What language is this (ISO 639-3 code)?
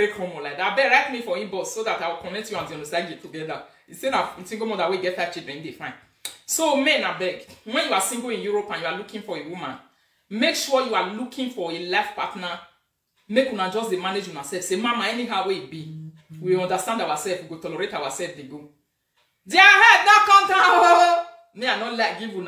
pcm